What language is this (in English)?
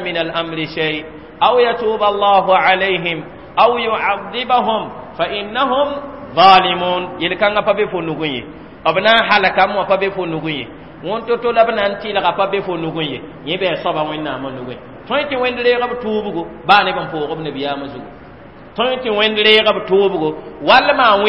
Mossi